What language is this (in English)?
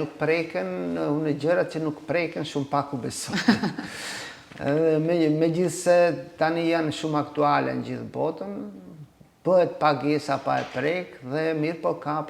Albanian